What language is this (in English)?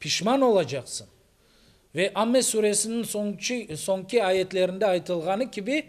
Crimean Tatar